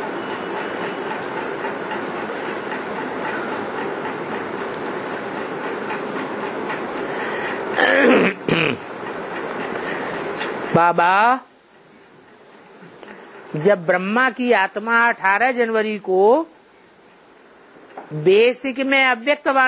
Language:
Hindi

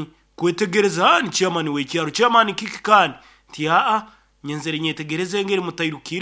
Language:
Nyankole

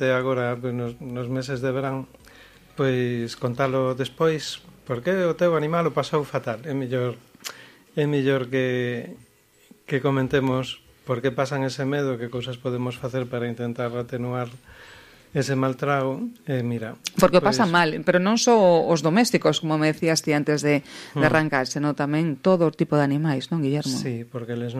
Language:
Galician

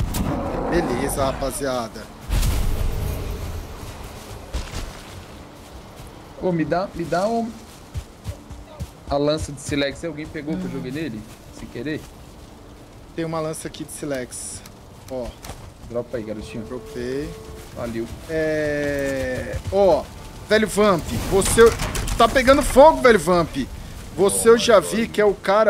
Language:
Portuguese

